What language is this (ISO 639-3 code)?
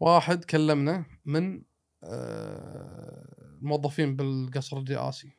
afb